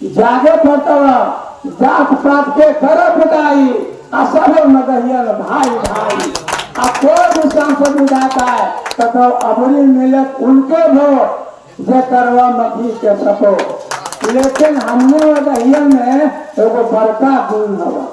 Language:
Magahi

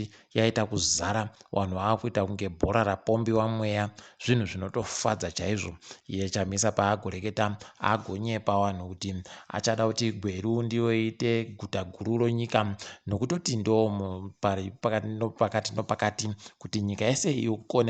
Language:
Ndau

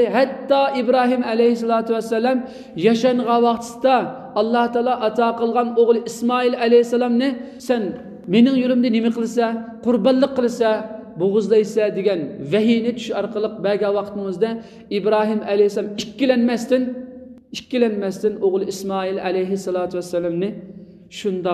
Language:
Uyghur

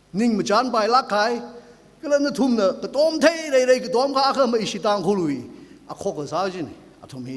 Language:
Tangkhul Naga (India)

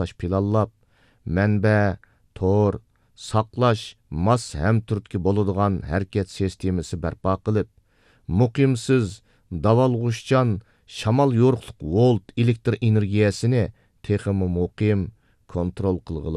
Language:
Uyghur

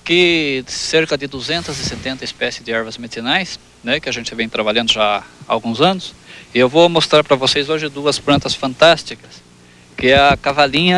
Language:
Portuguese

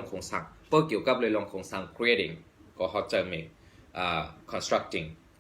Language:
Shan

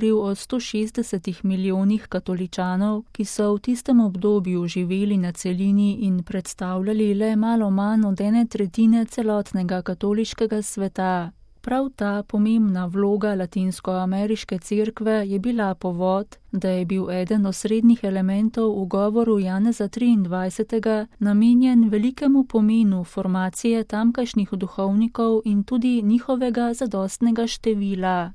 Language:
Slovenian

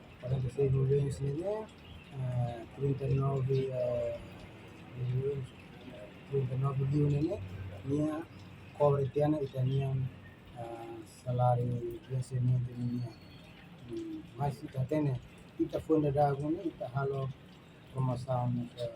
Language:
Tetum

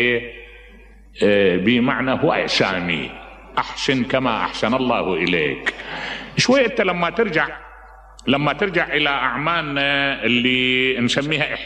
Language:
Mesopotamian Arabic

